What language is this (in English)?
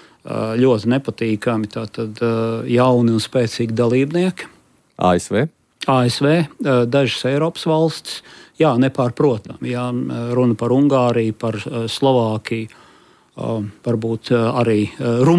Latvian